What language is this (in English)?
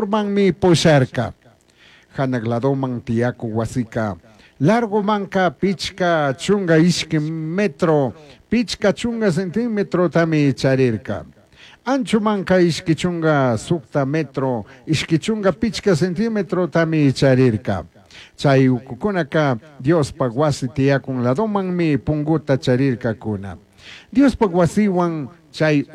Chimborazo Highland Quichua